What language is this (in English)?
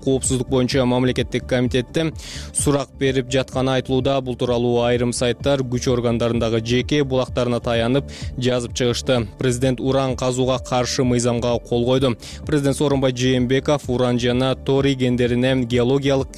Kyrgyz